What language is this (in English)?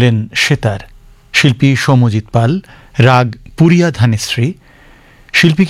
Bangla